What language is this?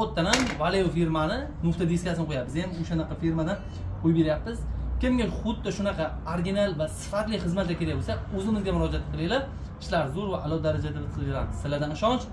Uzbek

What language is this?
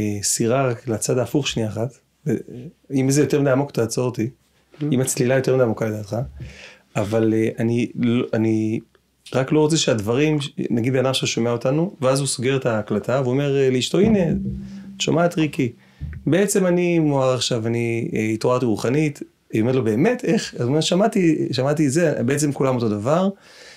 Hebrew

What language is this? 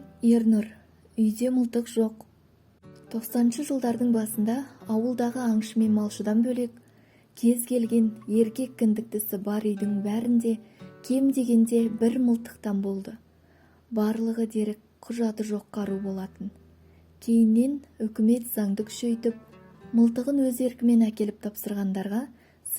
Kazakh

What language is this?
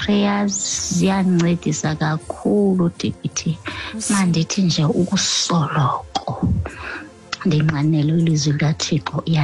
Xhosa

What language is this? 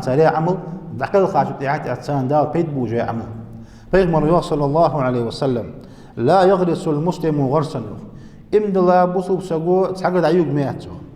Ingush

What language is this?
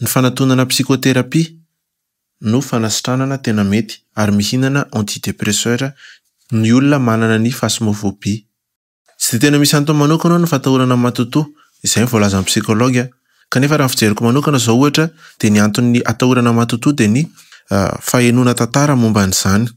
Malagasy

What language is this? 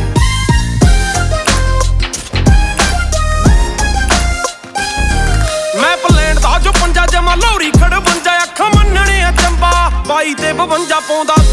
Punjabi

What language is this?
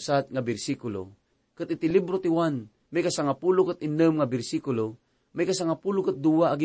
Iloko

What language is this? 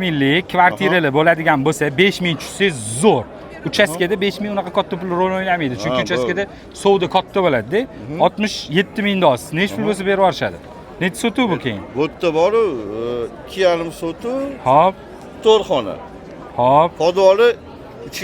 Uzbek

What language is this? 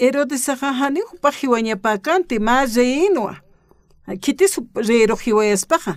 Aymara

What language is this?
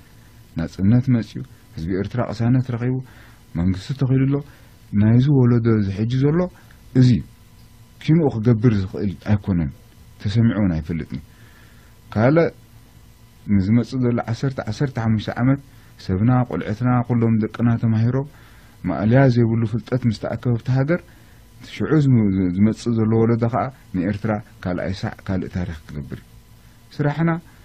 Tigrinya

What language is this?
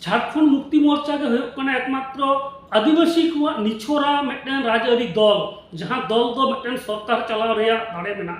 Santali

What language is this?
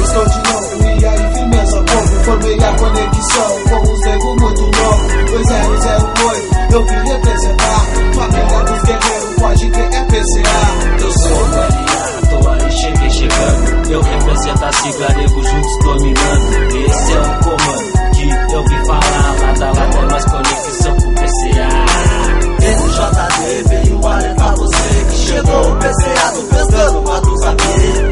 Portuguese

